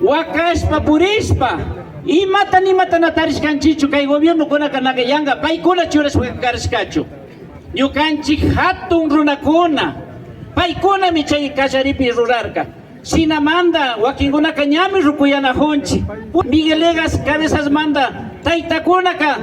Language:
Imbabura Highland Quichua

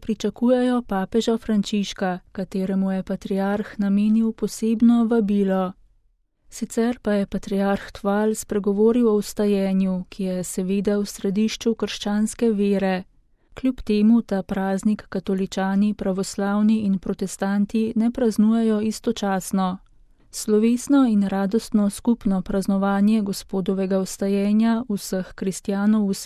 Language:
Slovenian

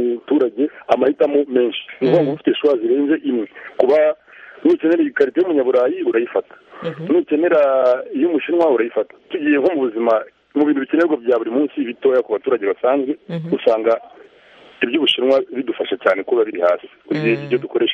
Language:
Kinyarwanda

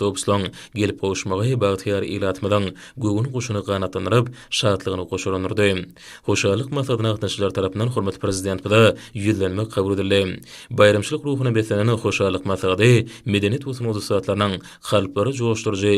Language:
Turkmen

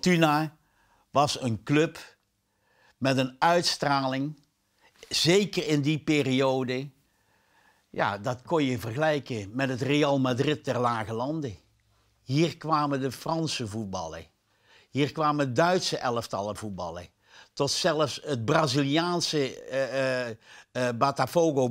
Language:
Dutch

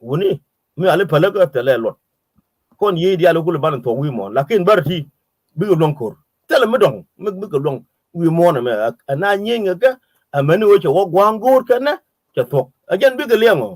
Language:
Nuer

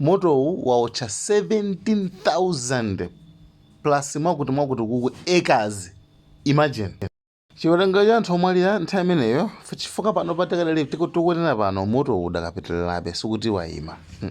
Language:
Nyanja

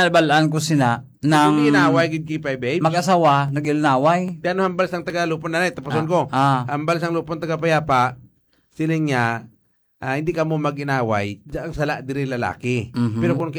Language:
Hiligaynon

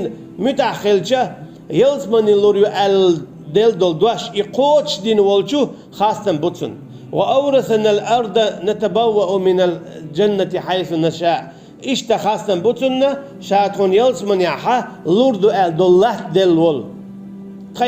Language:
Chechen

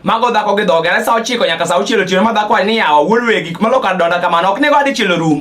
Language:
Luo (Kenya and Tanzania)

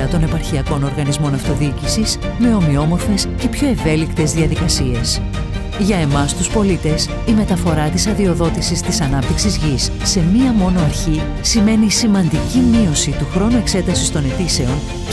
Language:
Greek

